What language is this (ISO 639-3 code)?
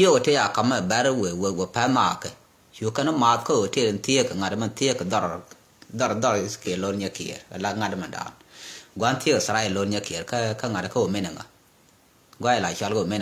nus